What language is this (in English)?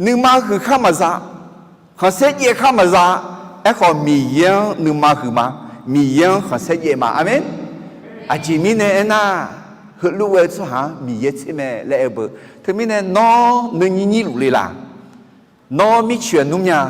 Akha